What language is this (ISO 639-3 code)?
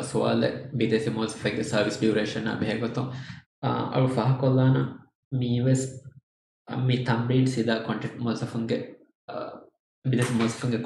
div